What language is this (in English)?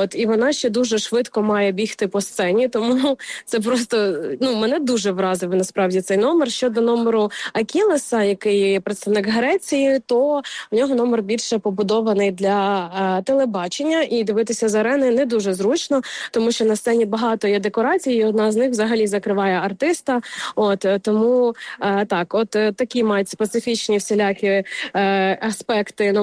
Ukrainian